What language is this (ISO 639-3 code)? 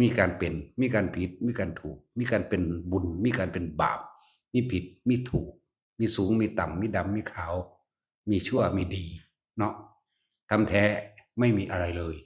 tts